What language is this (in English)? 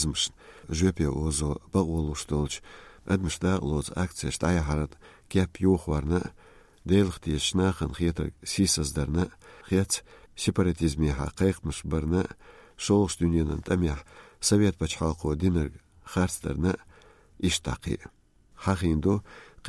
Chechen